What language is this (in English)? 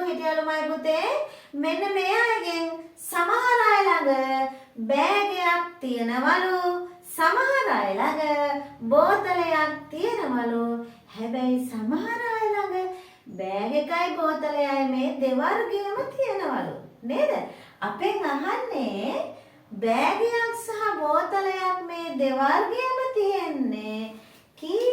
Sinhala